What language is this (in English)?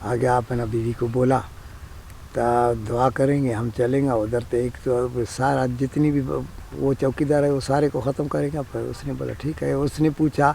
Brahui